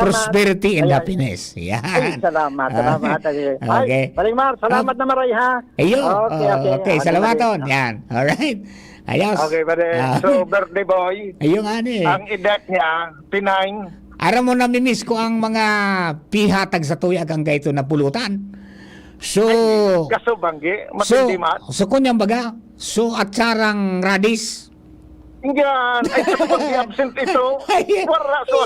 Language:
Bikol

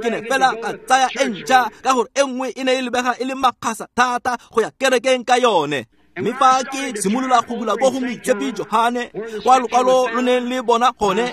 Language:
Tswana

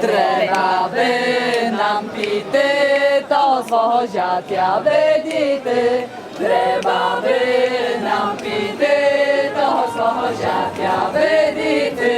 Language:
Rusyn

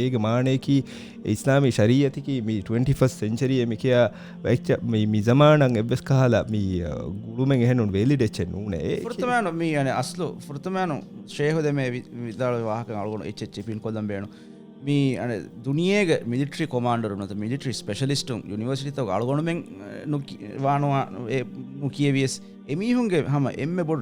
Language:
Divehi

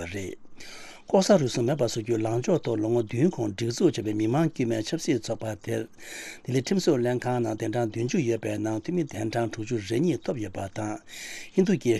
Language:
Tibetan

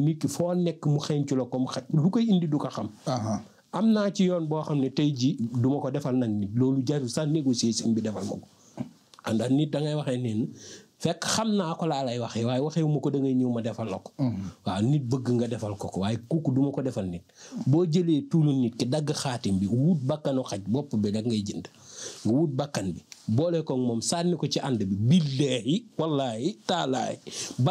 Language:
Wolof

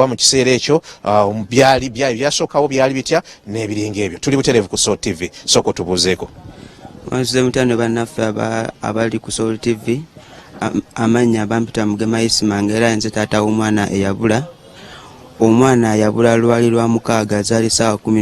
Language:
Ganda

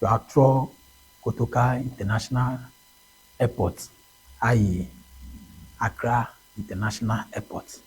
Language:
Ewe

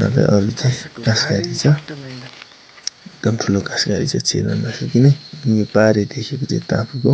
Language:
Nepali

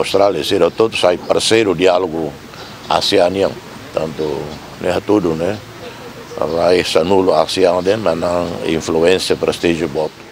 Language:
Tetum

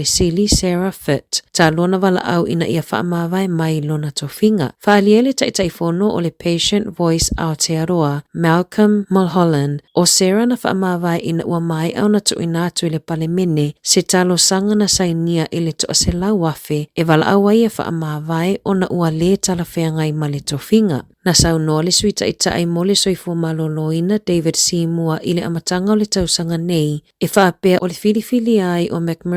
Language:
Samoan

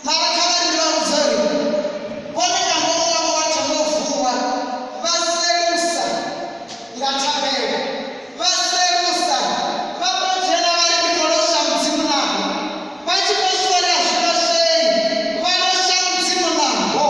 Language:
Venda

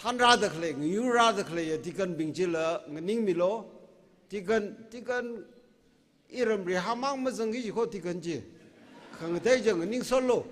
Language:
Tangkhul Naga (India)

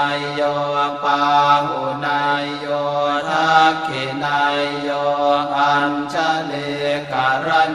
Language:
Pali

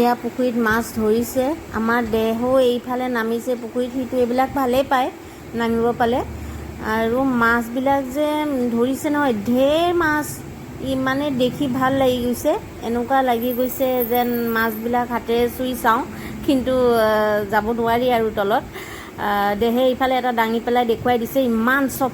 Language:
Assamese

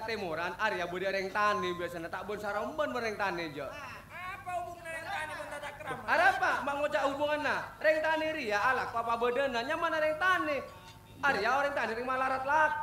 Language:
Madurese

